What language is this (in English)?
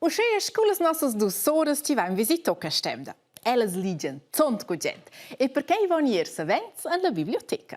Romansh